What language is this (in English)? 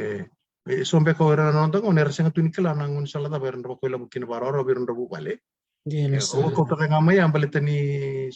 Fijian